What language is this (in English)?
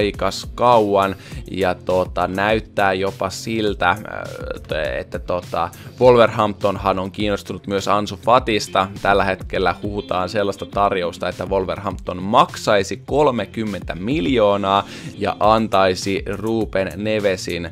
Finnish